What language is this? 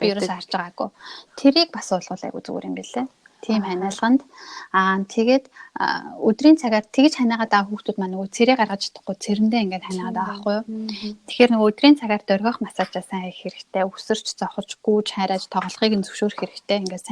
Mongolian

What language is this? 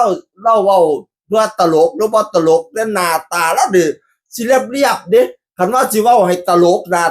Northeastern Thai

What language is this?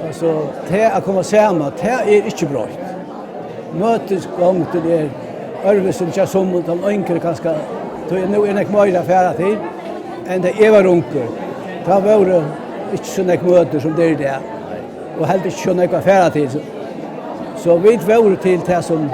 Faroese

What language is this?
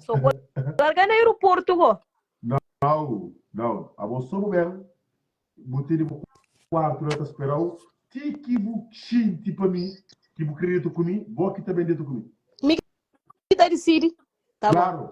Kabuverdianu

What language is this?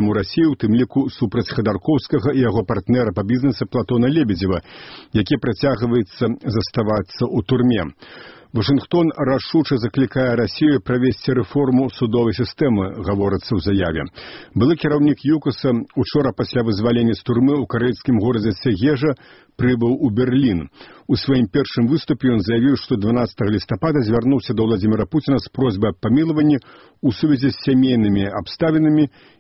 Belarusian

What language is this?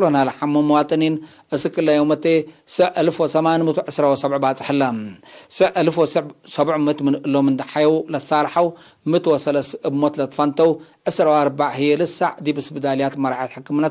Tigre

